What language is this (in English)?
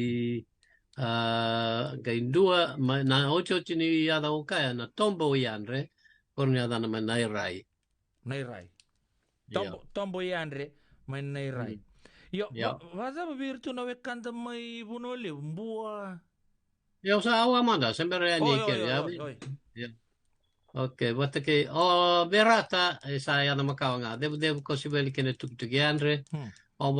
Fijian